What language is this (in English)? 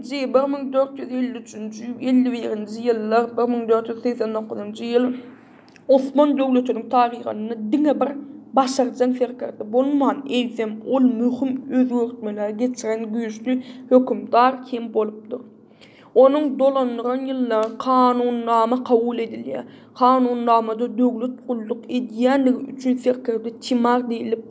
Turkmen